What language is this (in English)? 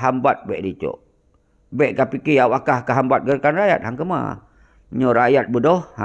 Achinese